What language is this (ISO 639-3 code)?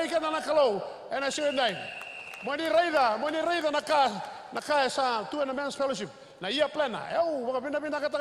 fij